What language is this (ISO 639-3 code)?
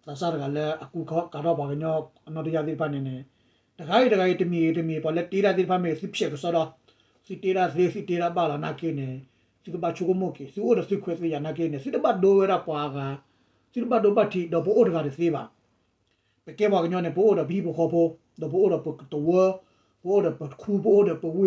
ksw